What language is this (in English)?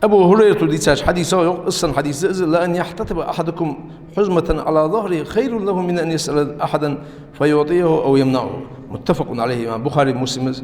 Ingush